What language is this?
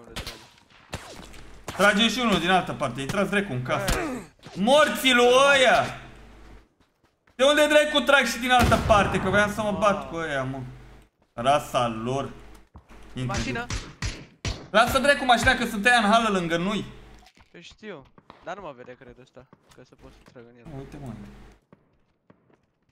Romanian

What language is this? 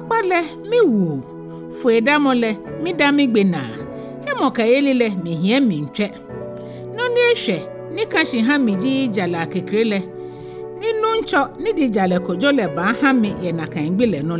Ga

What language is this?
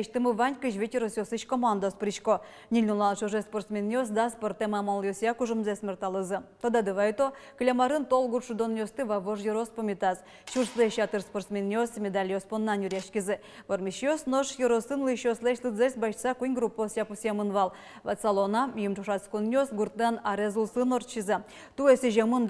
Udmurt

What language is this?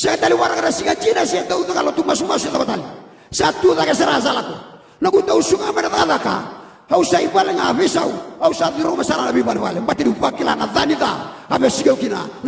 Fijian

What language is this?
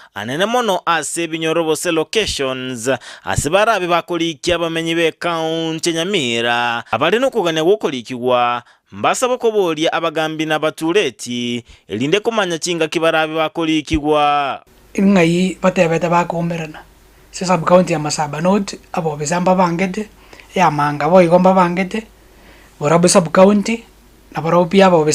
Gusii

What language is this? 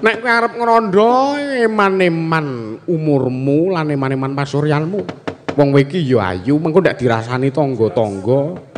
Javanese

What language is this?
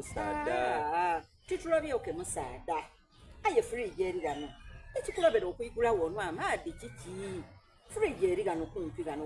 Soga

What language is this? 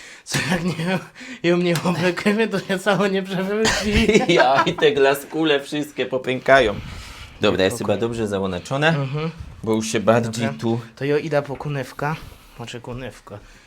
Silesian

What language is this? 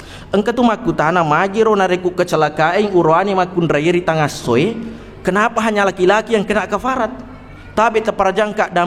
Buginese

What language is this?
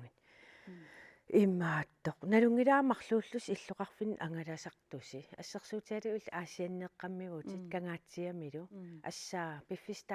Kalaallisut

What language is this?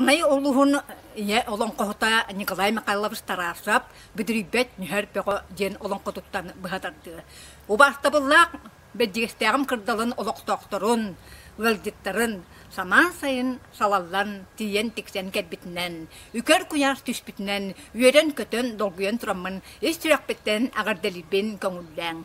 Yakut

